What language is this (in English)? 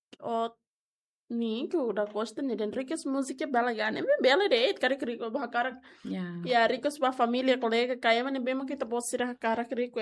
Tetum